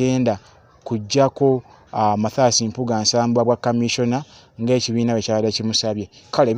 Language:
Ganda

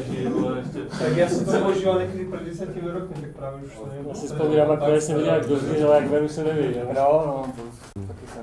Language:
Czech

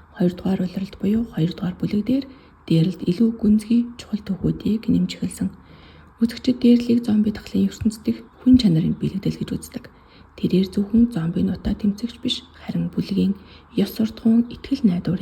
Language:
Mongolian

